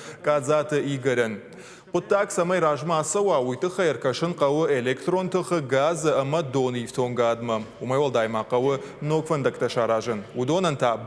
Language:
Ossetic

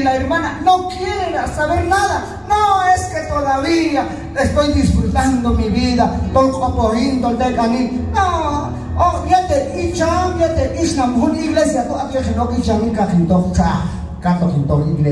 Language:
Q'anjob'al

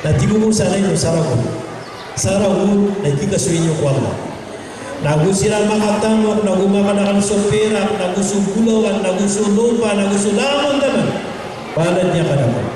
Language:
Maranao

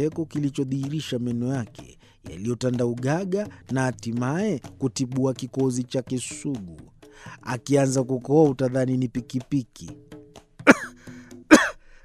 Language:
Swahili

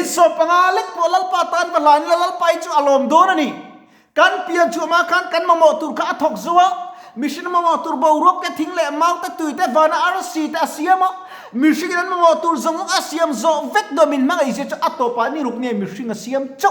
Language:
Mizo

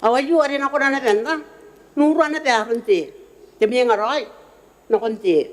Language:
Gilbertese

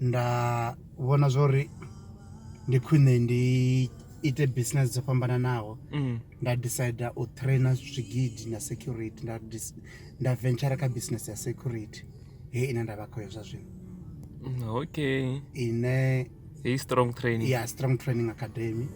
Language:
Venda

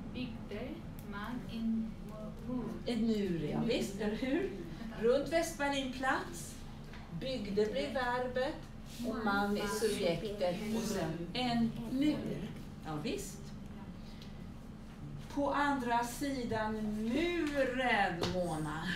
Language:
Swedish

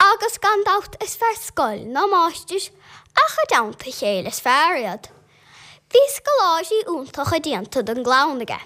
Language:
Irish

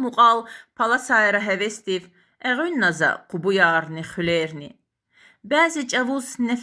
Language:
Lezghian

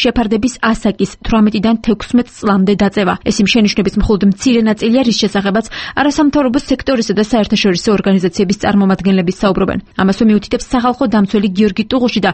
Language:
Georgian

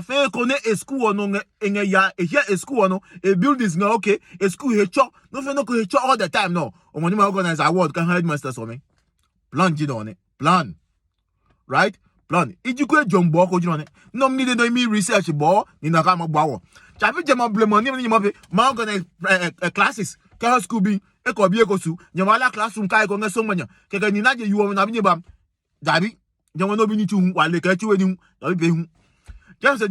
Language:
Adangme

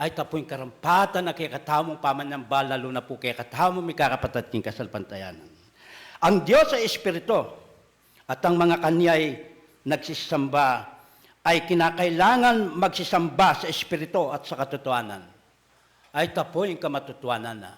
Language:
Pampanga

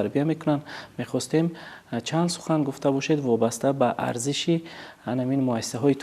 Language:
Tajik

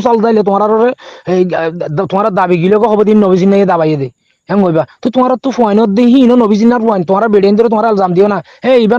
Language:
Rohingya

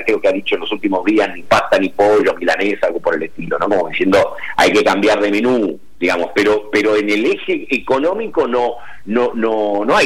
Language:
Spanish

